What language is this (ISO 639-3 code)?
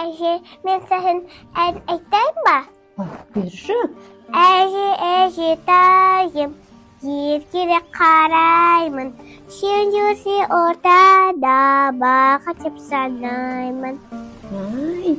kaz